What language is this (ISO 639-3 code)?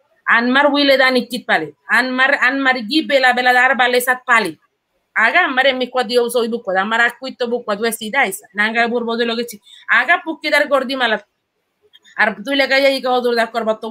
spa